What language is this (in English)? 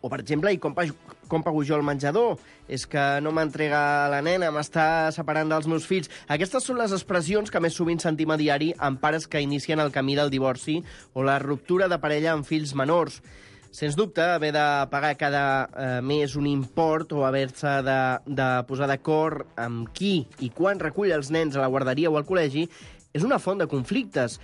Catalan